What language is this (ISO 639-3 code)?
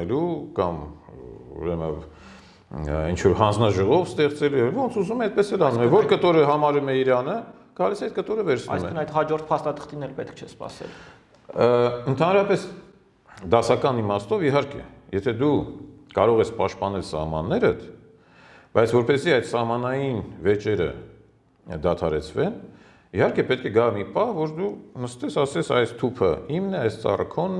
hye